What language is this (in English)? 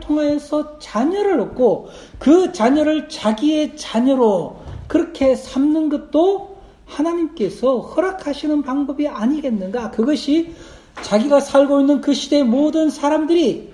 Korean